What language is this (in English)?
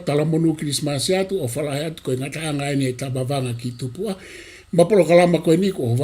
Tongan